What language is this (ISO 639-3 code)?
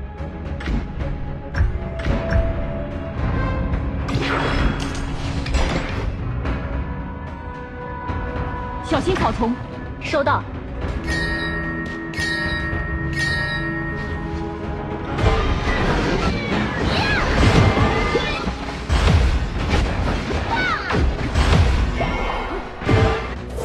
zho